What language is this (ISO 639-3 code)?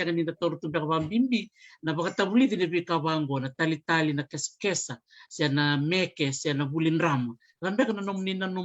fij